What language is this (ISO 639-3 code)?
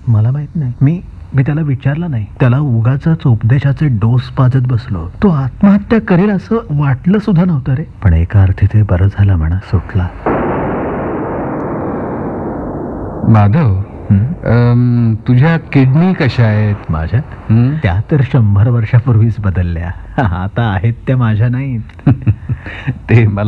mar